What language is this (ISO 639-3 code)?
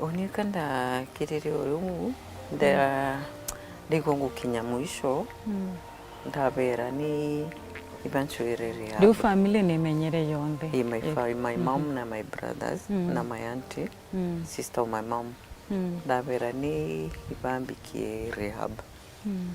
mer